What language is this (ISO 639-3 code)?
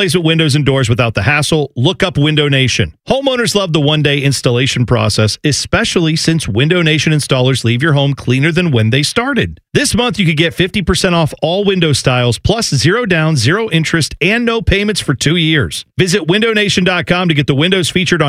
eng